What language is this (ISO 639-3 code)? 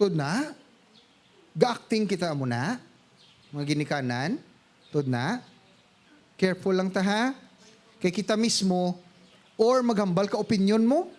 hil